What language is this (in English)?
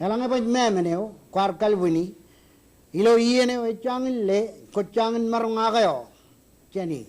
Marshallese